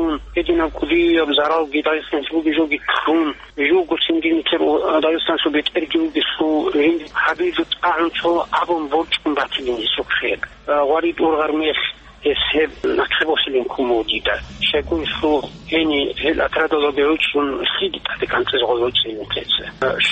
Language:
Avaric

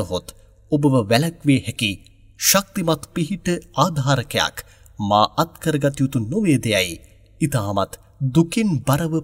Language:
Sinhala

